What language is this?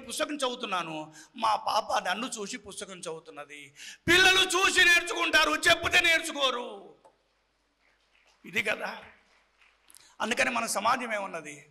Telugu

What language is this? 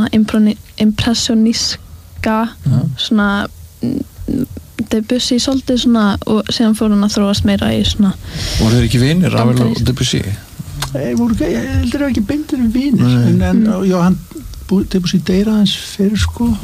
Icelandic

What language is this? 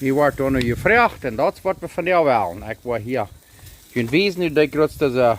Plautdietsch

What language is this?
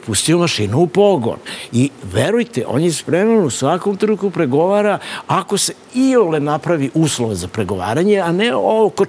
Serbian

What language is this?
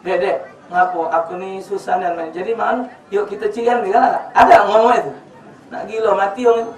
Musi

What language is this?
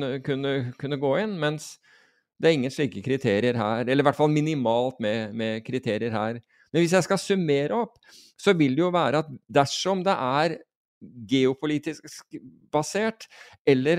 Norwegian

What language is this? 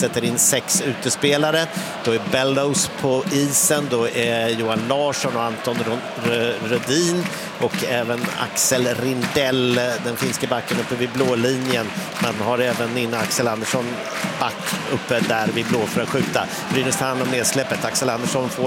Swedish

